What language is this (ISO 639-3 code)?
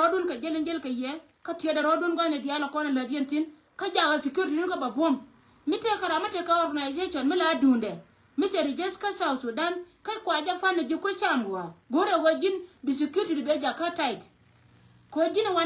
nus